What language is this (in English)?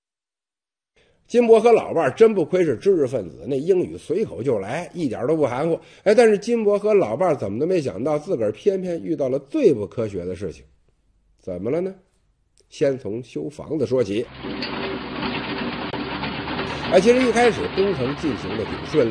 Chinese